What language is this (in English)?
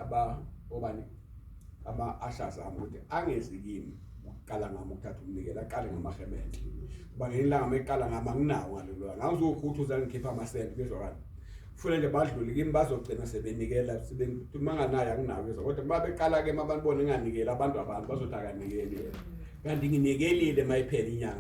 Zulu